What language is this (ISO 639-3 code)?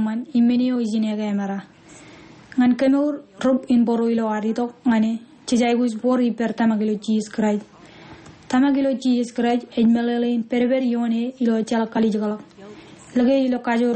mah